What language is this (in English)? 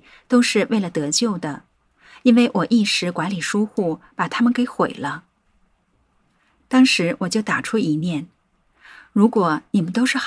Chinese